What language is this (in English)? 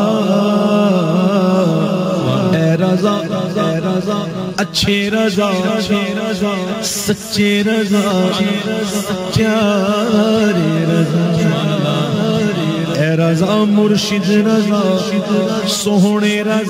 Urdu